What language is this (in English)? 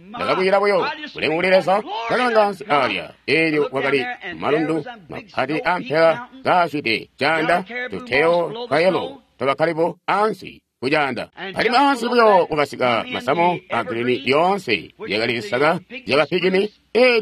Tonga (Zambia)